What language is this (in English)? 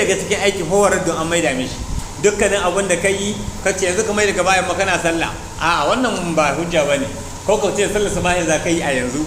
Hausa